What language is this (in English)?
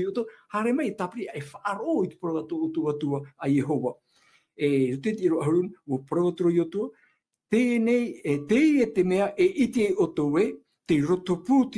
Tahitian